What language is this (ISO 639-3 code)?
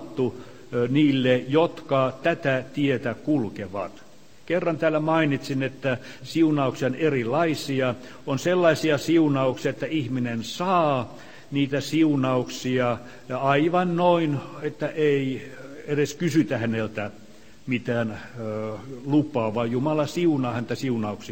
fin